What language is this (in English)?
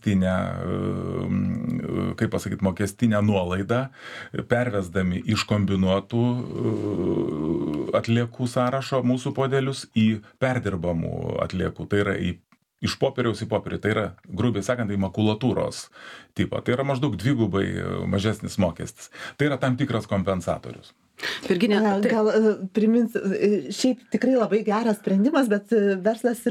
Lithuanian